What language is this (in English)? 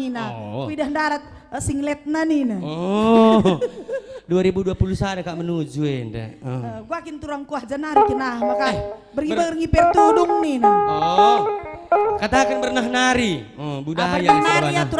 Batak Karo